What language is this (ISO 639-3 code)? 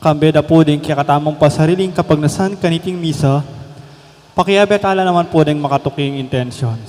pam